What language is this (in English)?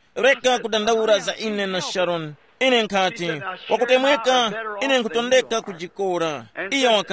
Tumbuka